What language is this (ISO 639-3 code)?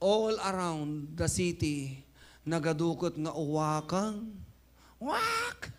ilo